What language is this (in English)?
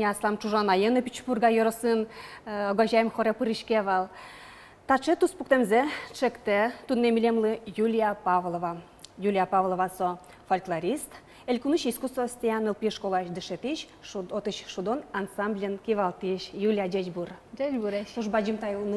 Udmurt